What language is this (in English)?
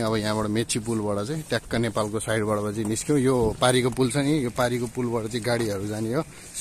Nepali